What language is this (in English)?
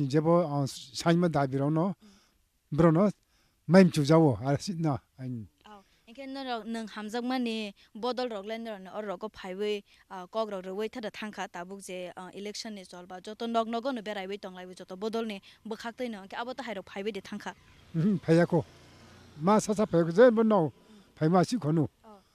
Kok Borok